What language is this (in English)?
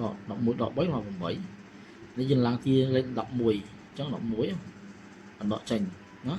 Khmer